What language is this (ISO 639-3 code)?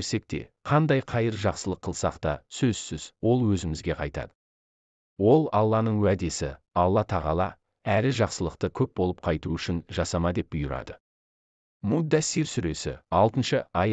kaz